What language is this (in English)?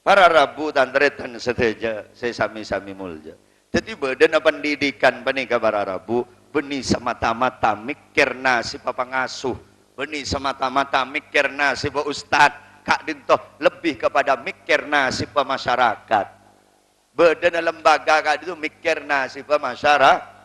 Madurese